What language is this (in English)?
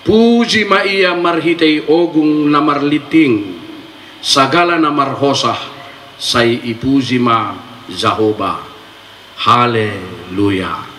Batak Simalungun